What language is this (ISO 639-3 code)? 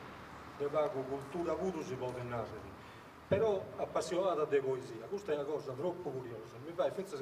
srd